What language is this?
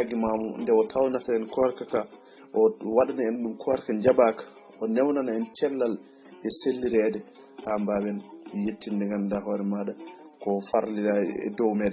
Fula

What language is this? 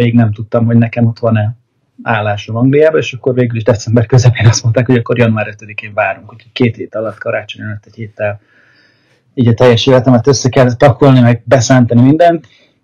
Hungarian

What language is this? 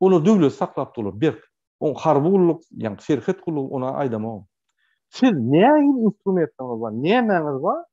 Turkmen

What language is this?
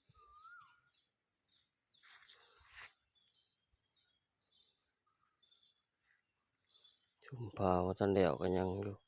Lao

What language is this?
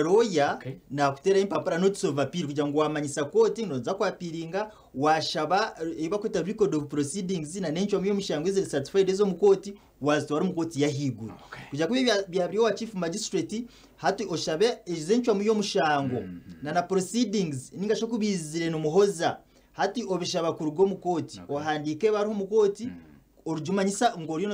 Nyankole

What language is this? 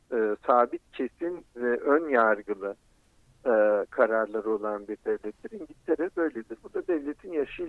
Turkish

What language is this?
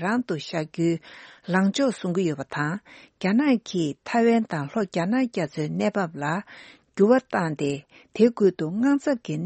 Tibetan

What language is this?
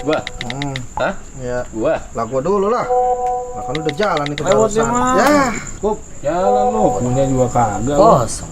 Betawi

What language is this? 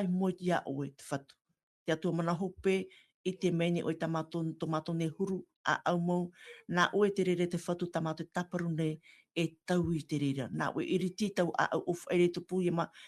Tahitian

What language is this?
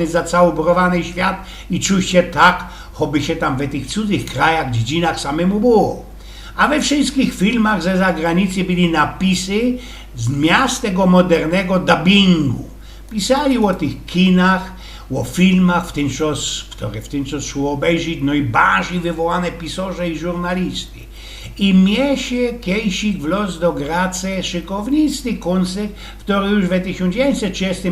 Silesian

